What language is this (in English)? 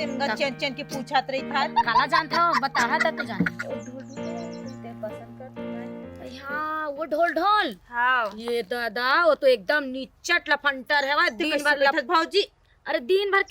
Chhattisgarhi